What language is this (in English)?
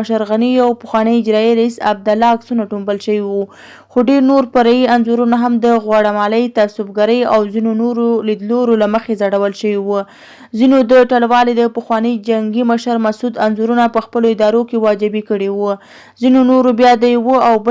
Pashto